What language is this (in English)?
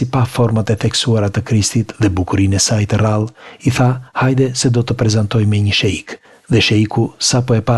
Albanian